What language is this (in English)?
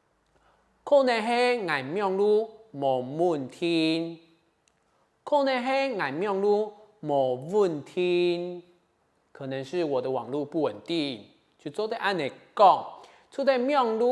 Hakka Chinese